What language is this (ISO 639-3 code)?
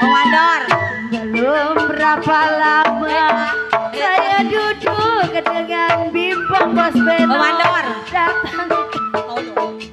bew